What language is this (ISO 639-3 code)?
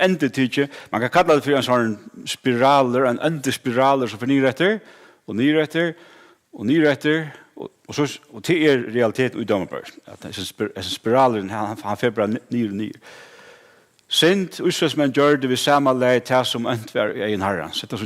fao